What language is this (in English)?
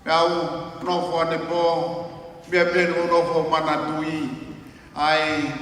Tongan